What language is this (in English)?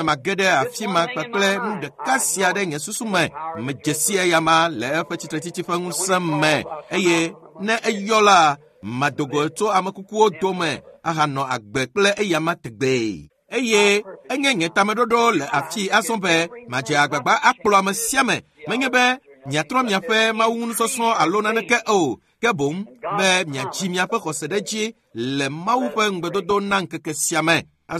Ewe